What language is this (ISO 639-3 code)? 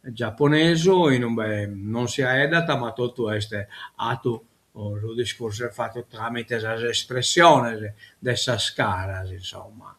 srd